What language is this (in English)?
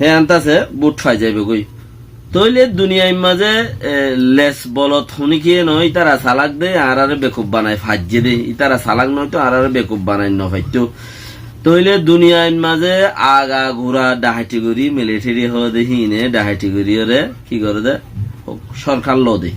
Rohingya